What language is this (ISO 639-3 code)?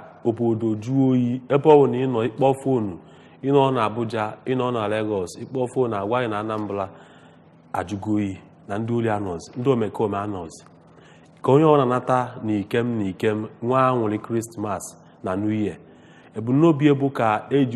ibo